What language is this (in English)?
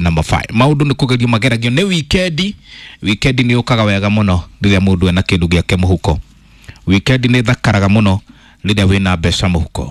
Kikuyu